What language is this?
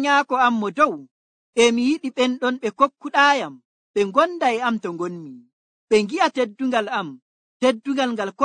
Nigerian Fulfulde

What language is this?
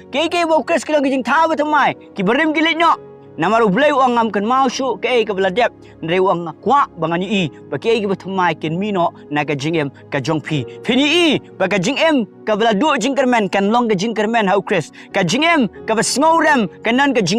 Khasi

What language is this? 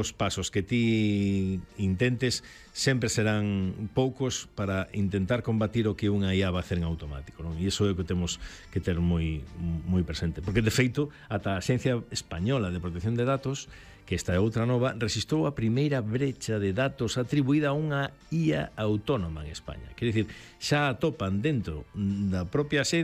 Galician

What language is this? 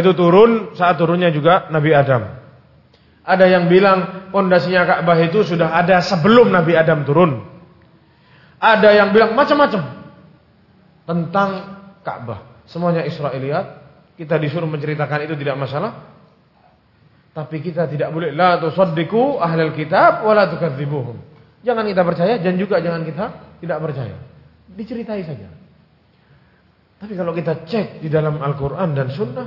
Indonesian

